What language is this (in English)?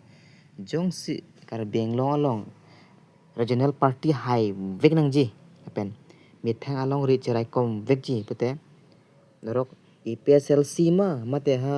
Karbi